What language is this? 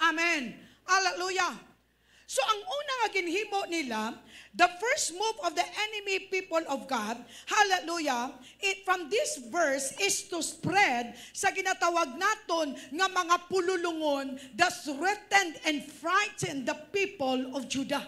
Hiligaynon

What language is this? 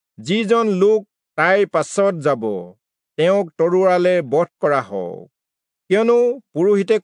Assamese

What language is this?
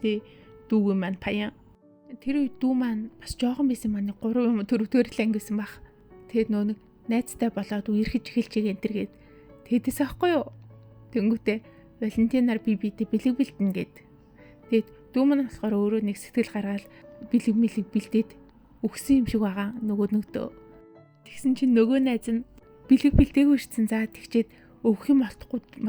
Mongolian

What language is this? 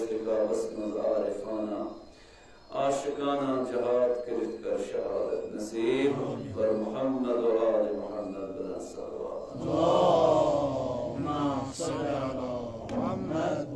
Kashmiri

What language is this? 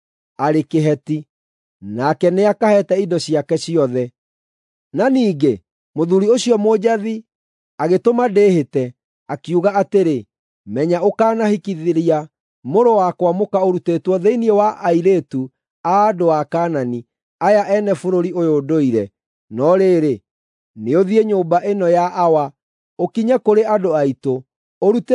Kikuyu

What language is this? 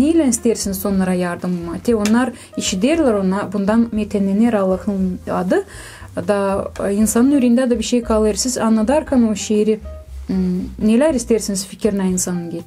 Gagauz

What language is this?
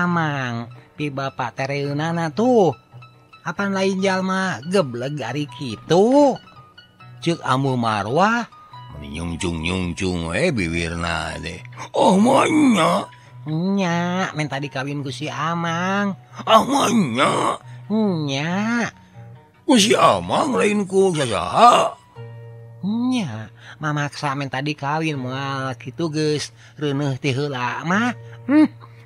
Sundanese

